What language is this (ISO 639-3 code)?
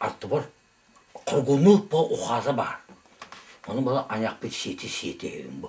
sah